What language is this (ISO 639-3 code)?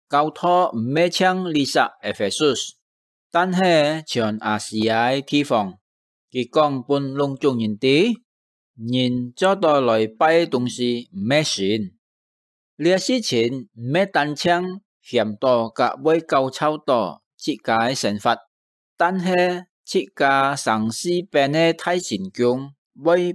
hak